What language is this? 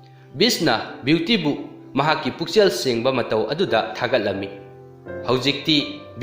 Manipuri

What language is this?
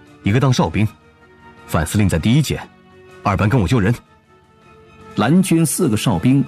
Chinese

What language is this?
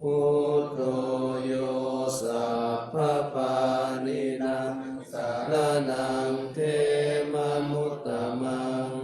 Pali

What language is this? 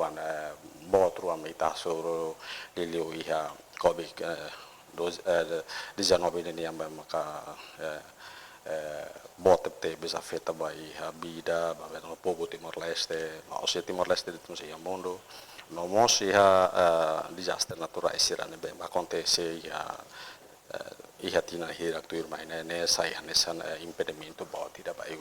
Tetum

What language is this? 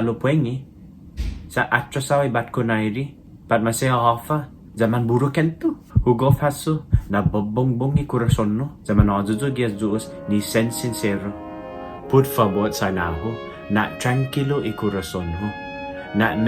Chamorro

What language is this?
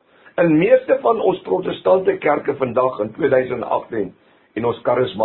Afrikaans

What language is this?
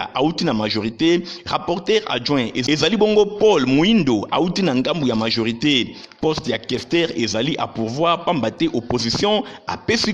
Lingala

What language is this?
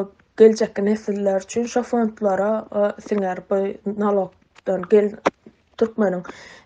Turkmen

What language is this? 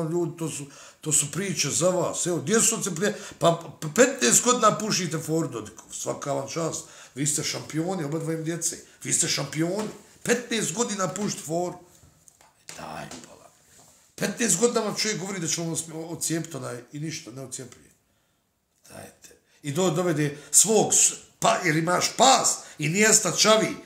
Bosnian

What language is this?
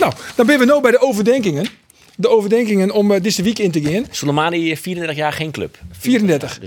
Western Frisian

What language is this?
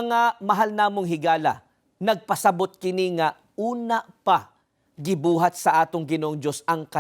Cebuano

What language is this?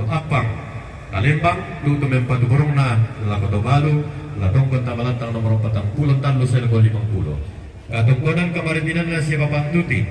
Toraja-Sa'dan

